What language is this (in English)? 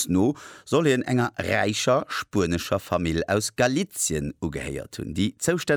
Luxembourgish